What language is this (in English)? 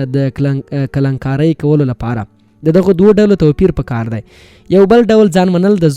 Pashto